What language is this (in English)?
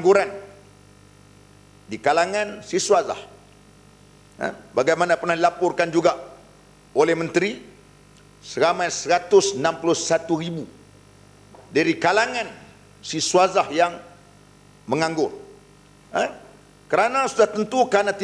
Malay